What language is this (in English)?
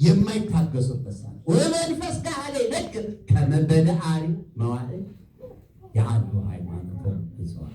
Amharic